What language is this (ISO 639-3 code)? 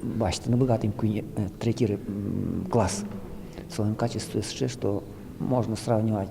udm